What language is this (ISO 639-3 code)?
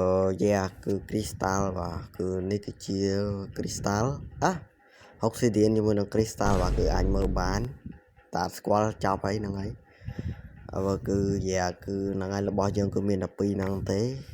khm